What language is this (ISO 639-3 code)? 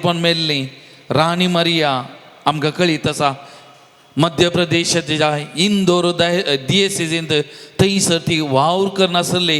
kok